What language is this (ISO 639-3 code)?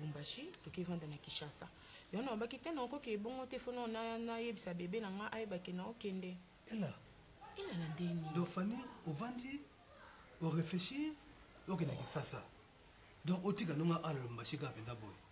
lin